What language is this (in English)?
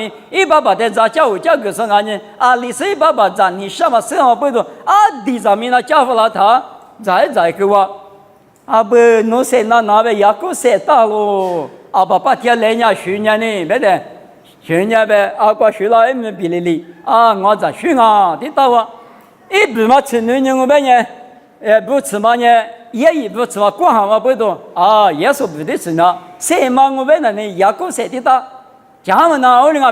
Lisu